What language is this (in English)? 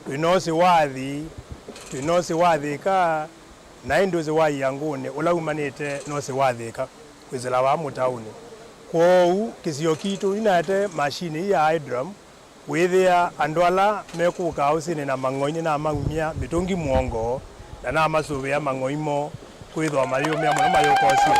Kamba